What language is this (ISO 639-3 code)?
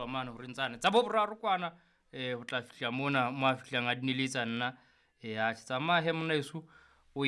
sot